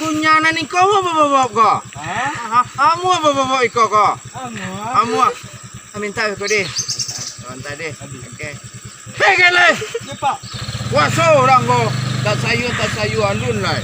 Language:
Minangkabau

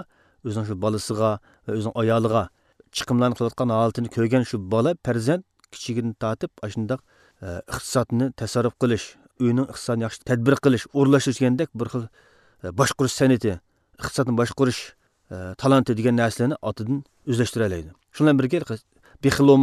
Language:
Uyghur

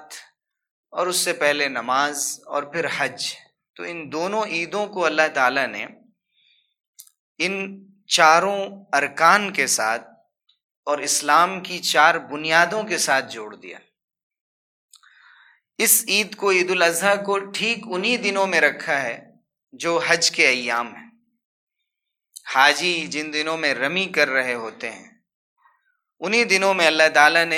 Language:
Urdu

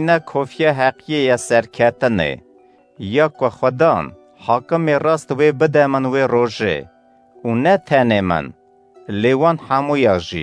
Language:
Kurdish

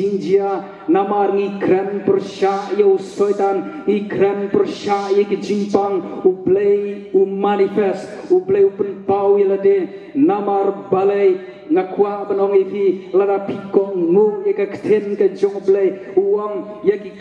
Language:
Khasi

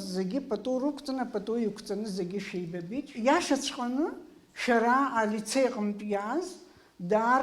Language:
Abkhazian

